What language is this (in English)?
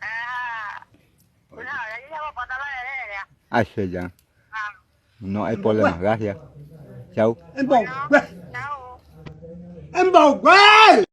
Guarani